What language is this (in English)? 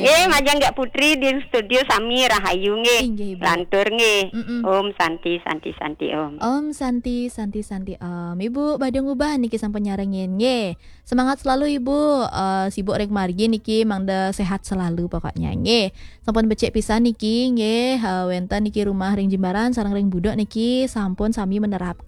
Balinese